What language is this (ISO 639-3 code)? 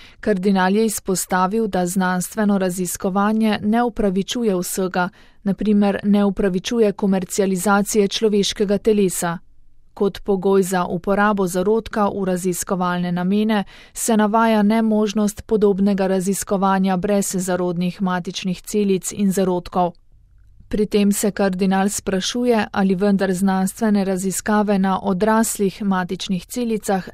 slv